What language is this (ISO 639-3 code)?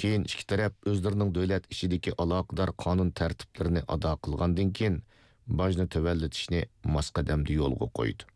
uig